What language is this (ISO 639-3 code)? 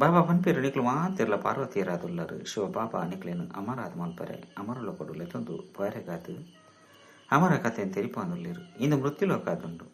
tcy